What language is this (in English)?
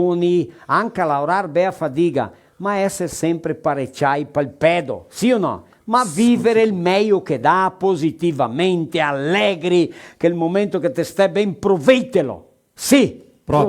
Venetian